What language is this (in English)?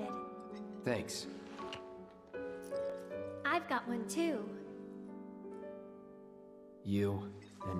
English